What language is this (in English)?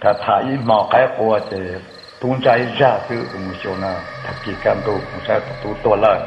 Hmong